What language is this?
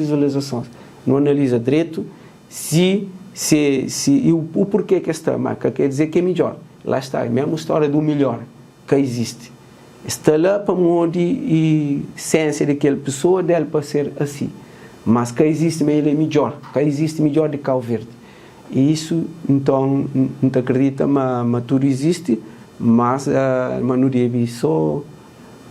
Kabuverdianu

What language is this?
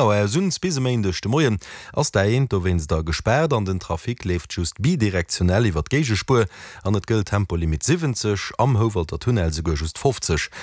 Luxembourgish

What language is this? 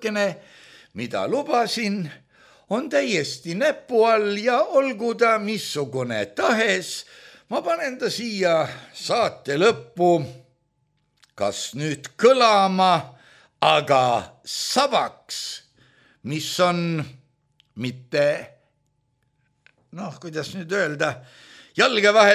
Estonian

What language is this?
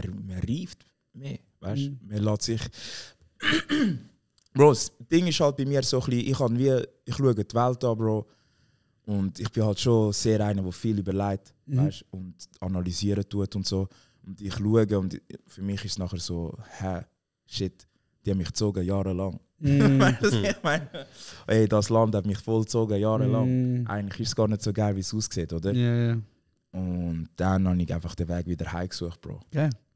Swiss German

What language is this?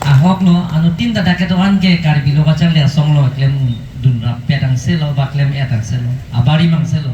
Karbi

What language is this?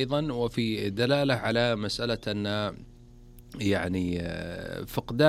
Arabic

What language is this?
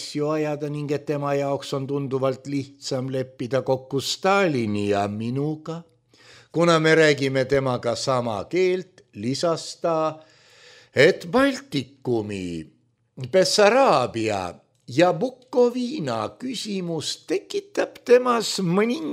Estonian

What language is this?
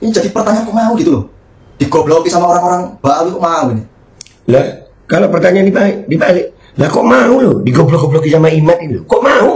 Betawi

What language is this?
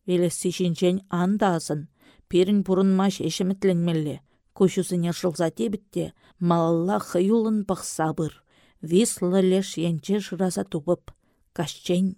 Chuvash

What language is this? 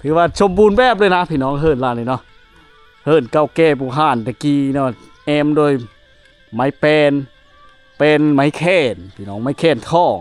Lao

